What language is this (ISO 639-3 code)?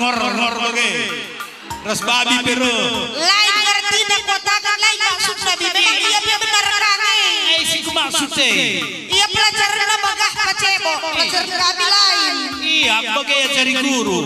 btx